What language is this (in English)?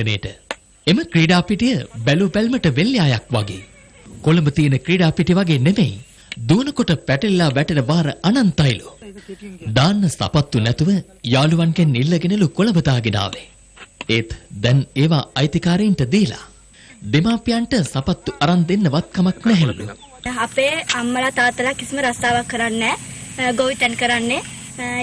Sinhala